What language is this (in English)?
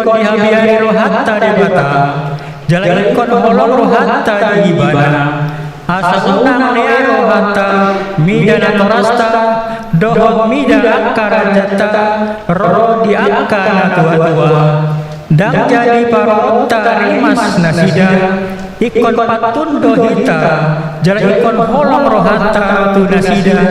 Batak Toba